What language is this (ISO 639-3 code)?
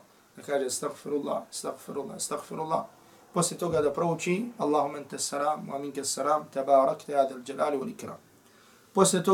bos